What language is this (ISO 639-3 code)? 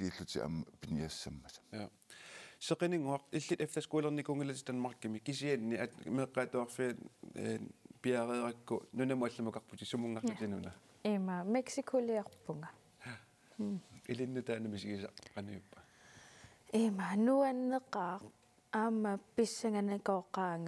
kal